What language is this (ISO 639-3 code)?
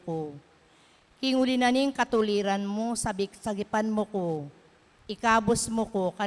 pam